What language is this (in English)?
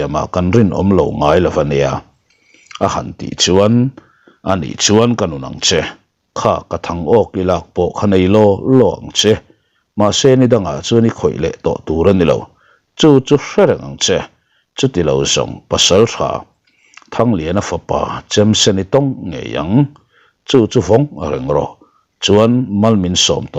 Mizo